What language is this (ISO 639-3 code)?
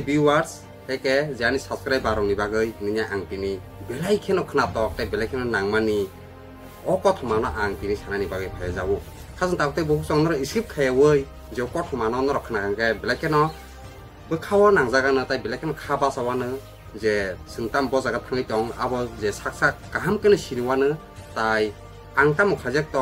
trp